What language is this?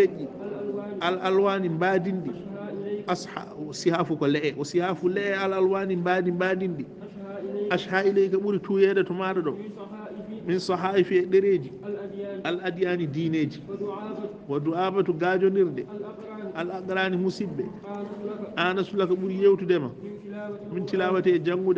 Fula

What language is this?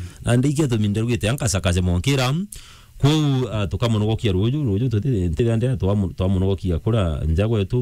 Meru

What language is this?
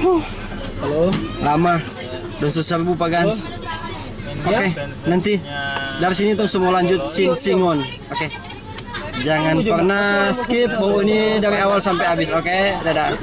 Manado Malay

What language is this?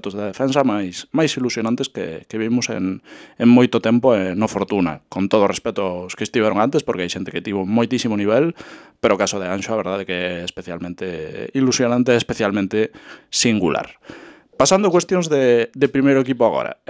Galician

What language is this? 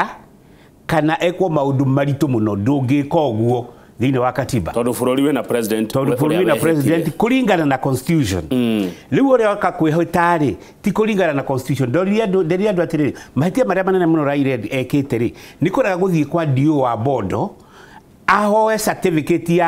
Kikuyu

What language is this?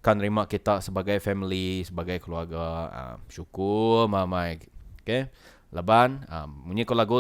Iban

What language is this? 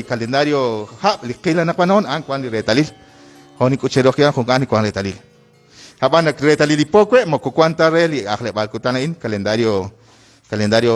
Kekchí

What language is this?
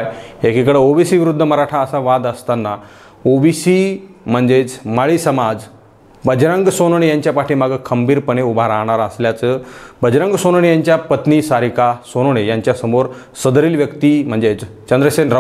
Marathi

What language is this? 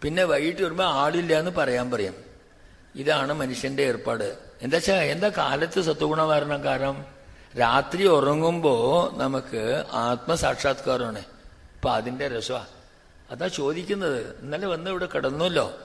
Malayalam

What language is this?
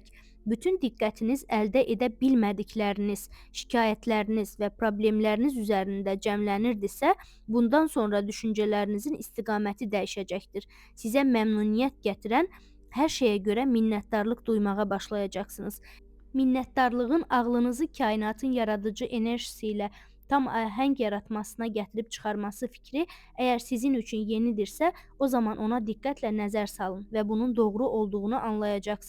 Azerbaijani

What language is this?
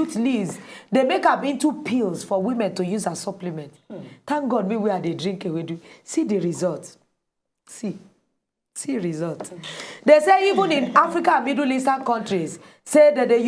Nigerian Pidgin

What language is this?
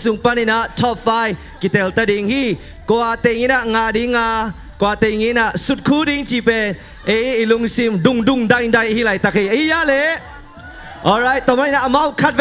Tedim Chin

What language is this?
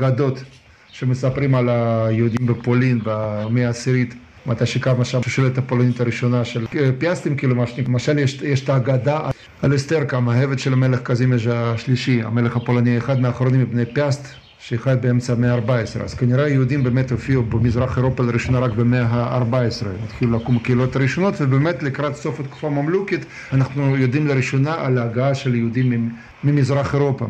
Hebrew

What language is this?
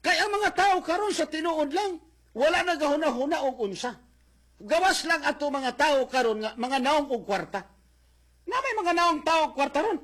Cebuano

